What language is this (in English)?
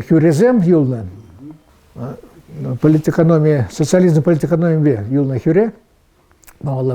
Chuvash